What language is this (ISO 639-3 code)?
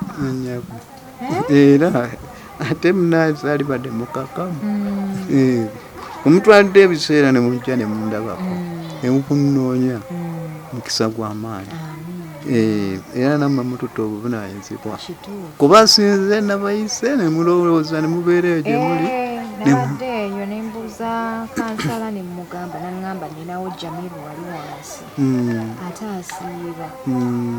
lug